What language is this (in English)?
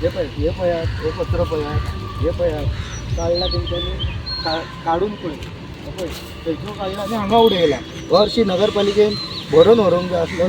Konkani